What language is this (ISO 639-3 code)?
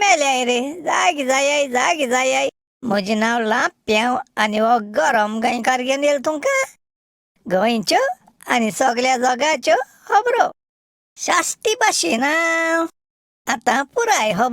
kok